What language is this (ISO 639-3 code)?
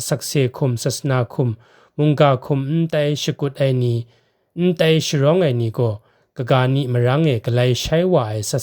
kac